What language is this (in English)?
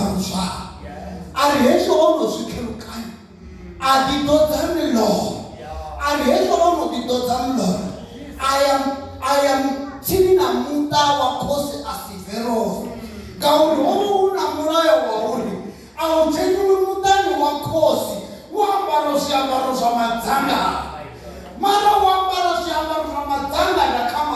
Venda